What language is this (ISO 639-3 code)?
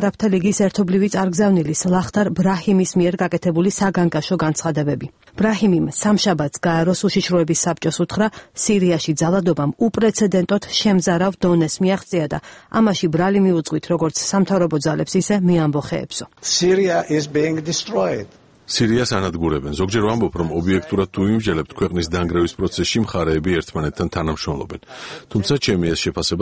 kat